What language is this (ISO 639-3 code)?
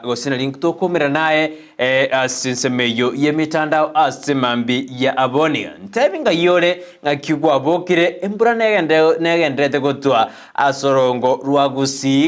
guz